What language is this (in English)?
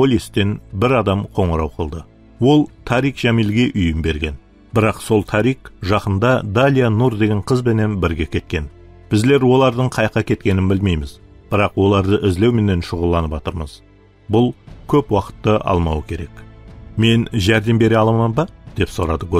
Kara-Kalpak